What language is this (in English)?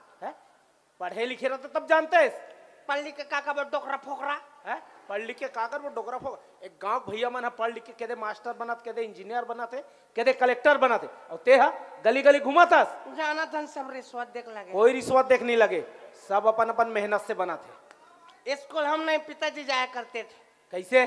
Chhattisgarhi